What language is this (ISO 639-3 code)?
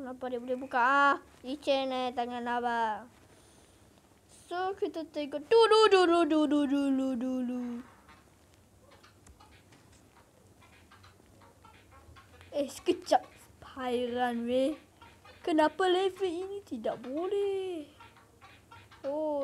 msa